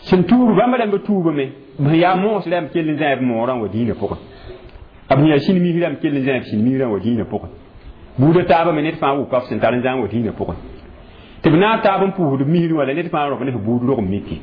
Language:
Mossi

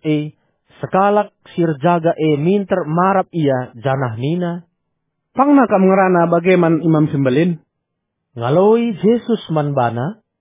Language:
Batak Karo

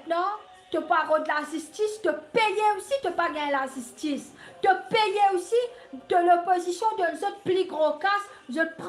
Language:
Morisyen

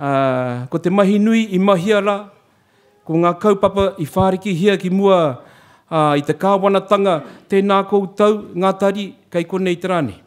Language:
Māori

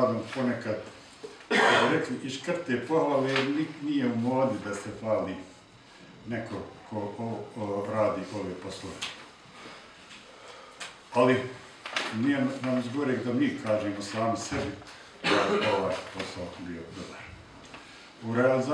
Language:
Bosnian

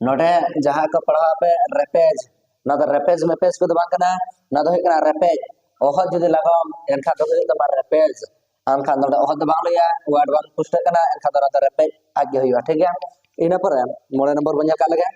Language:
Santali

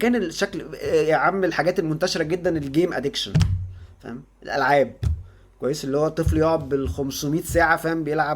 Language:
Egyptian Arabic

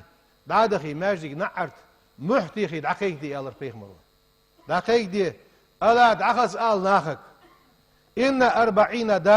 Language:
Ingush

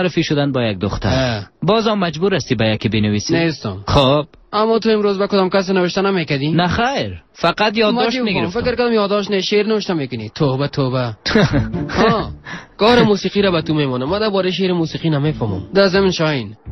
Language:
Persian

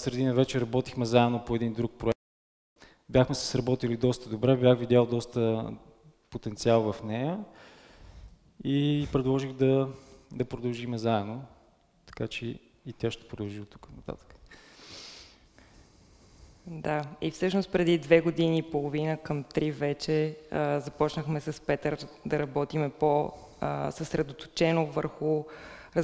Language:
Bulgarian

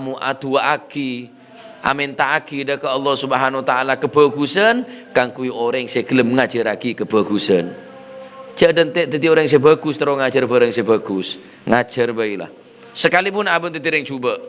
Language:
Madurese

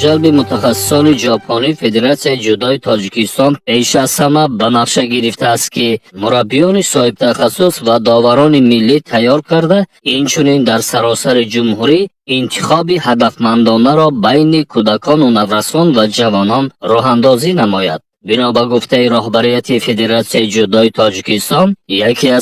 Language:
Tajik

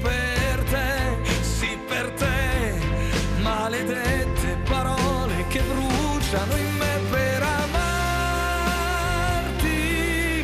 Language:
Italian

